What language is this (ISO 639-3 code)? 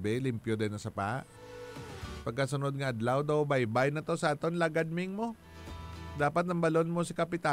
hil